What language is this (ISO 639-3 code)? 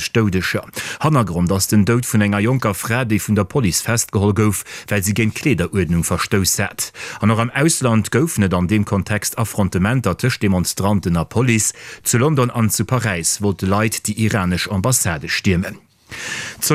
ltz